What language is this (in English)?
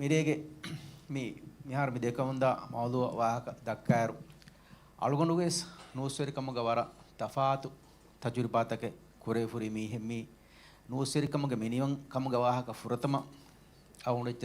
Divehi